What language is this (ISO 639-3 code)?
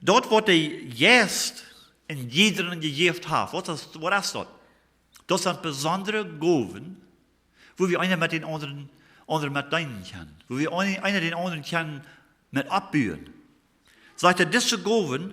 pdt